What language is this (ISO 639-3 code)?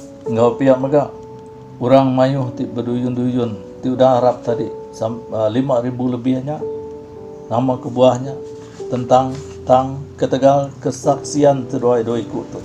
iba